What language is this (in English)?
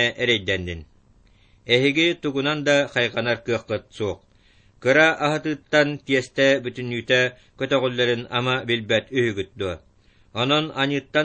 Yakut